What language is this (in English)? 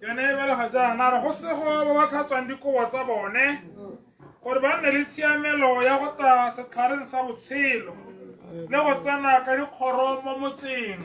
Tswana